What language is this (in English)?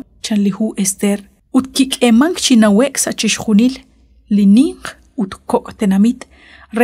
Kekchí